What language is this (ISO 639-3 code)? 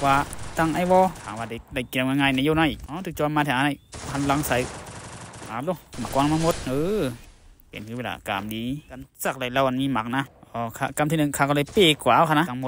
shn